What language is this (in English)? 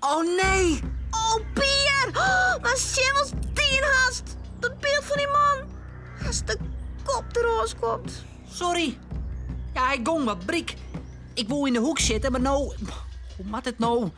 Western Frisian